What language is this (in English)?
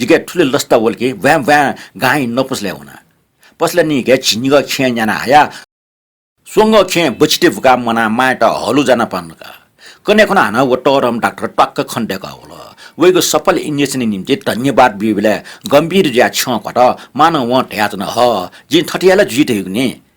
Newari